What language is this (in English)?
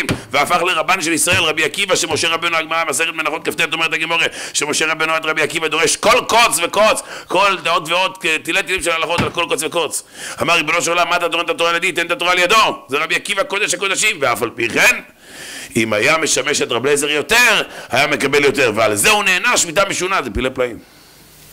Hebrew